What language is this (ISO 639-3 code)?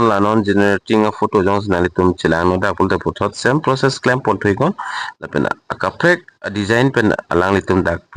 mjw